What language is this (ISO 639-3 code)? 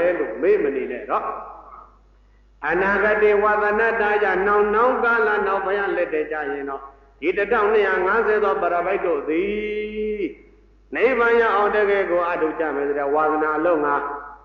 mya